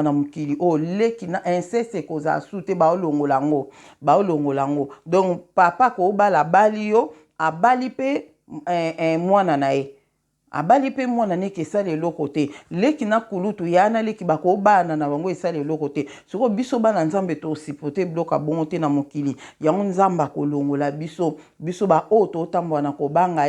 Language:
Lingala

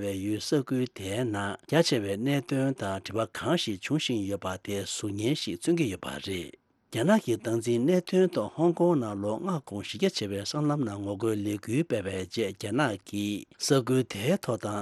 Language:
Tibetan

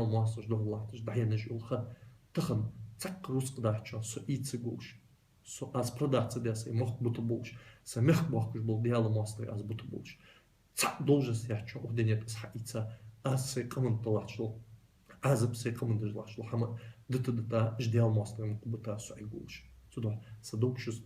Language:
Ingush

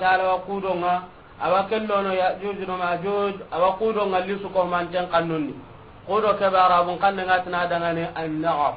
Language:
Soninke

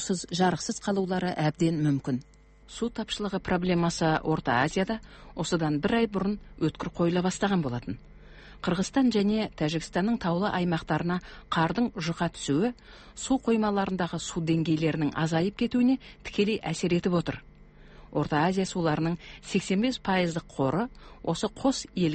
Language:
Kazakh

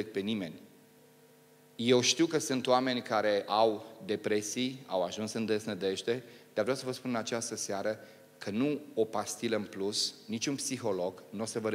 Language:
Romanian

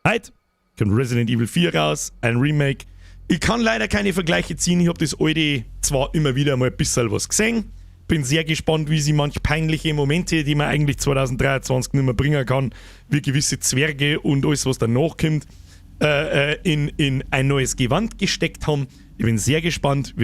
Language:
Bavarian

